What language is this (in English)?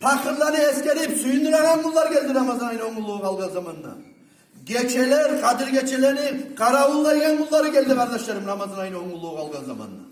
Kumyk